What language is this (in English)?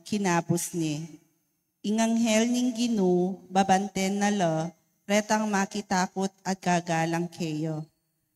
Pampanga